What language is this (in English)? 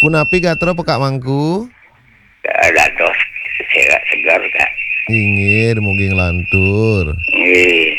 Balinese